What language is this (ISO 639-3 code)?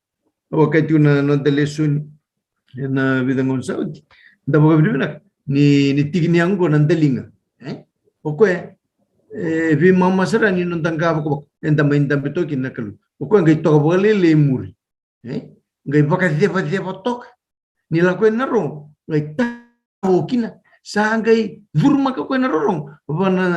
fij